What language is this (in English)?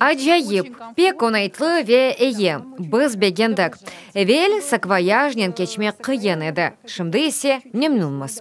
Crimean Tatar